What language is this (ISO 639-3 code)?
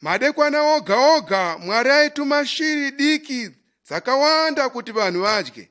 sna